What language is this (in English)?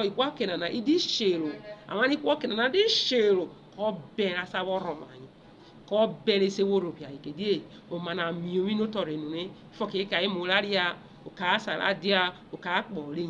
Urhobo